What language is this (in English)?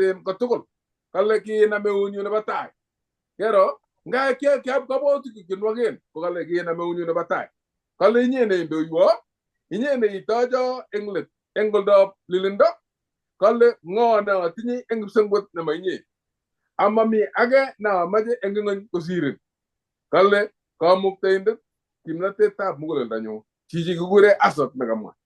Kalenjin